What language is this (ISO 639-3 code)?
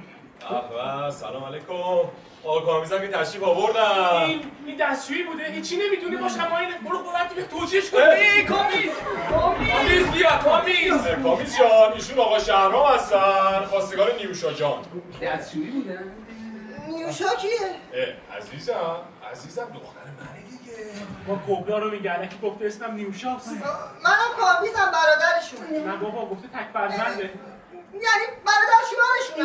fas